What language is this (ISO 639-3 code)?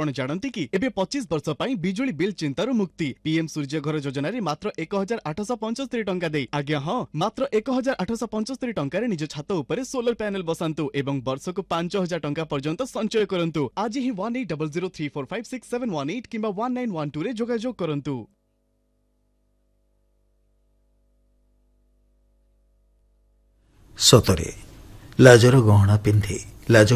ori